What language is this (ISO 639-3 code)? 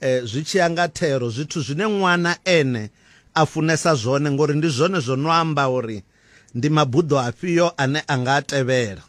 ven